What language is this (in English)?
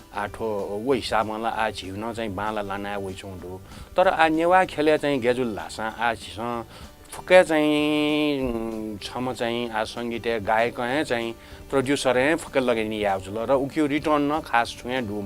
Newari